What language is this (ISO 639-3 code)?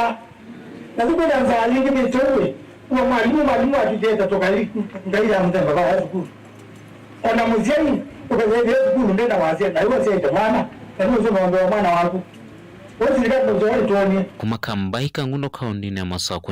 kam